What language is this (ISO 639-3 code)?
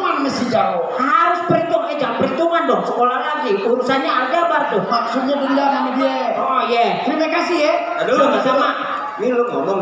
bew